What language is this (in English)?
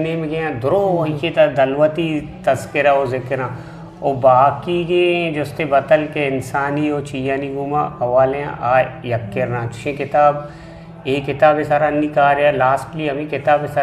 Eastern Balochi